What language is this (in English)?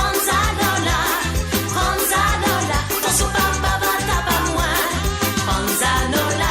Morisyen